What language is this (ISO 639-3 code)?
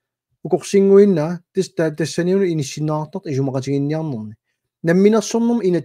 kal